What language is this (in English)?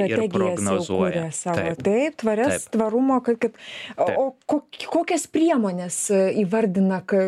Lithuanian